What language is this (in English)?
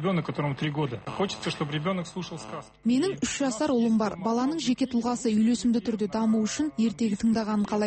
Kazakh